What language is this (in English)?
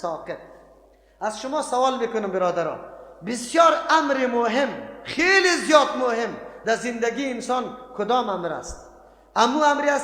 Persian